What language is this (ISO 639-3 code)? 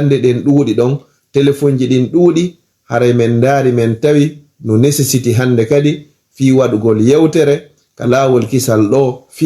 ful